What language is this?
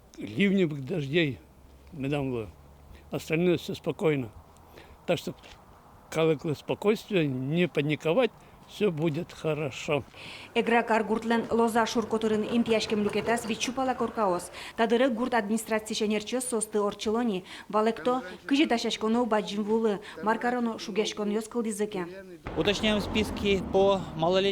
Udmurt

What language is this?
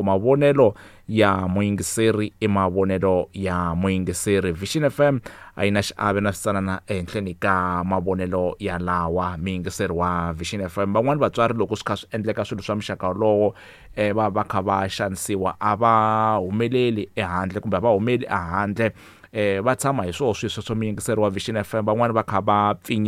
Tsonga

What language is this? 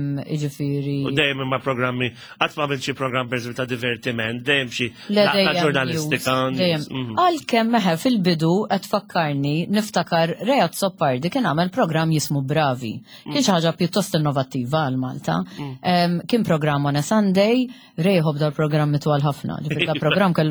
Maltese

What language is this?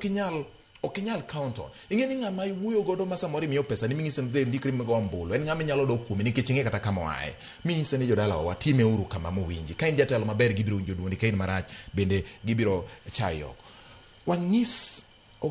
Luo (Kenya and Tanzania)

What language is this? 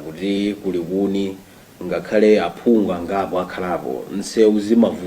Nyanja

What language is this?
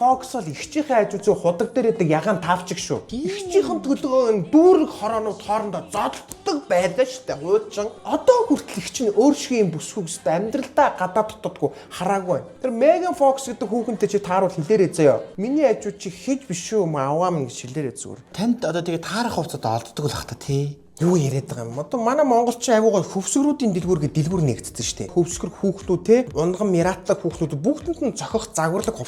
Mongolian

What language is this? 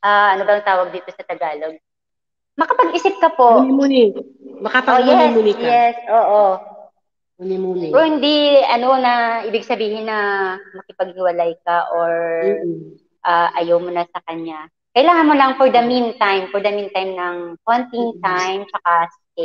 Filipino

